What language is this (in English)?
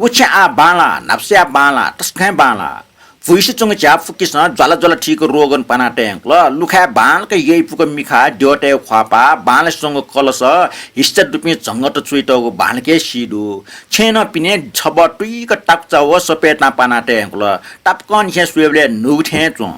Newari